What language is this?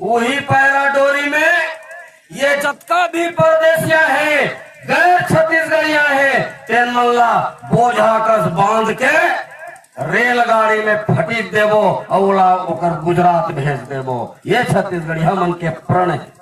Chhattisgarhi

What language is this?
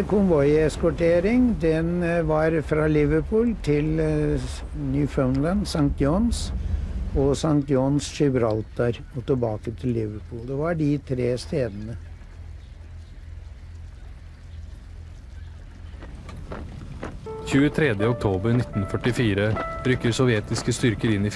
Norwegian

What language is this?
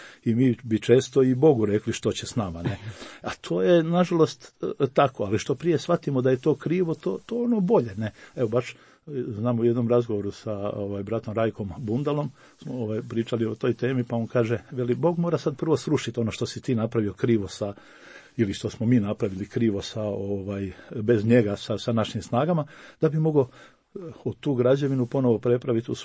Croatian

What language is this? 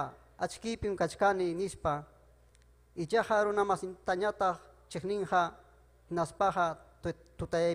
Ayacucho Quechua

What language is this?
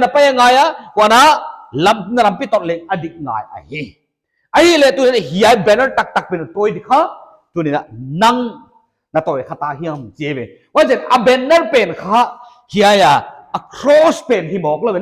Paite Chin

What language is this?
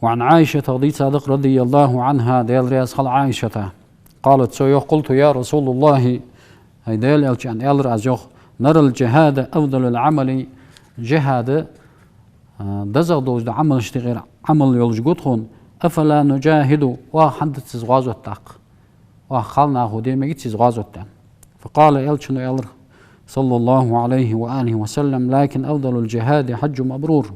Ingush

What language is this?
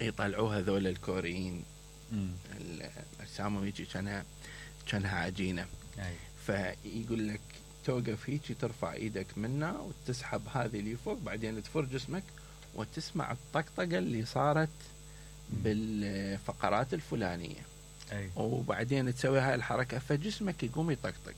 Mesopotamian Arabic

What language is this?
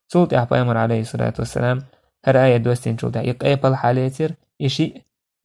Chechen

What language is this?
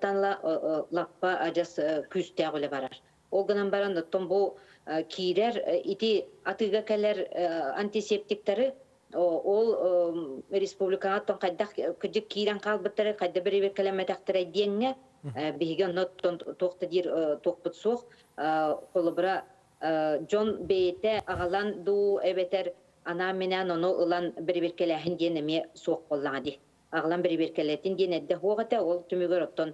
Yakut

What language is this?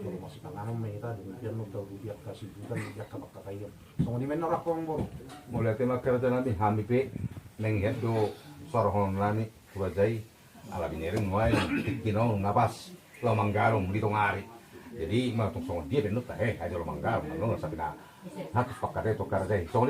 Batak Toba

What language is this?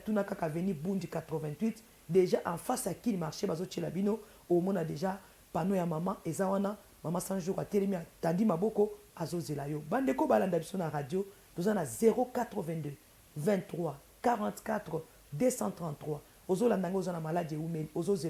Lingala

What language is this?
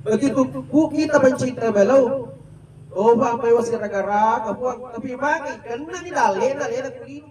Buginese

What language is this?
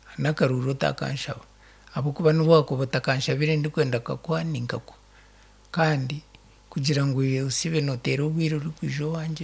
Nyankole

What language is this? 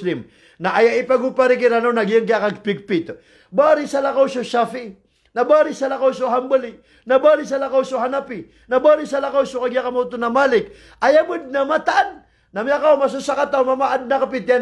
Maranao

